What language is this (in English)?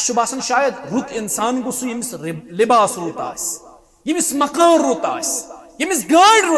Kashmiri